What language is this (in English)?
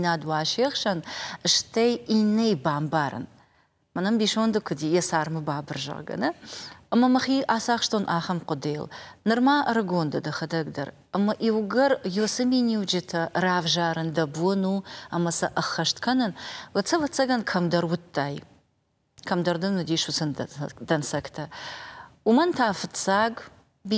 Ossetic